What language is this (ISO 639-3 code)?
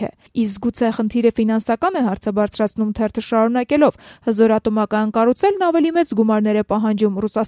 hye